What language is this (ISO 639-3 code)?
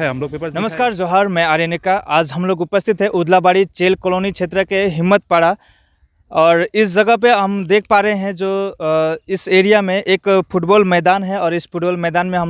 sck